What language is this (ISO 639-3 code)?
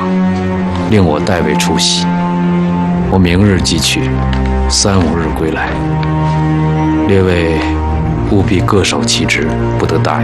zho